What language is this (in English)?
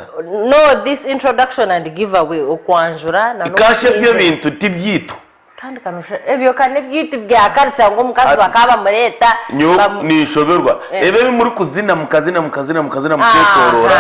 Nyankole